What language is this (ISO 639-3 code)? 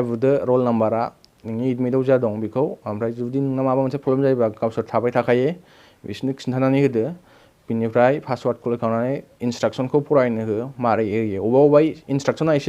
brx